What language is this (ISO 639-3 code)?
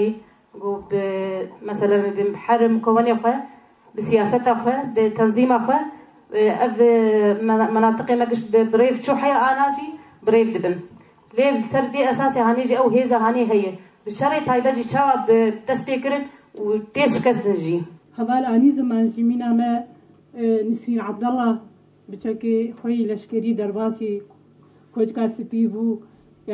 kur